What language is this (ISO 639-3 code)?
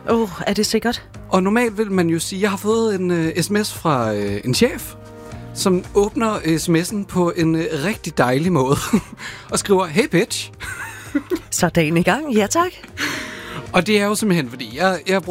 dan